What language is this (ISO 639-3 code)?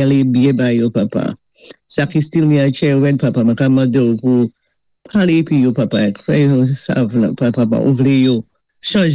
acf